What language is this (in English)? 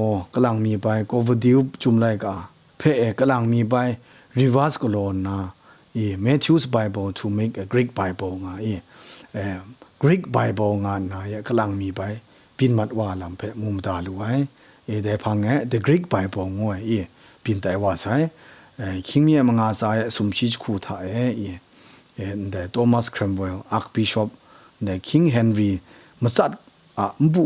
Kachin